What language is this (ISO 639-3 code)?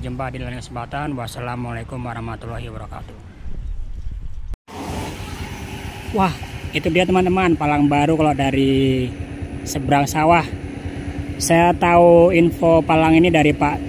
ind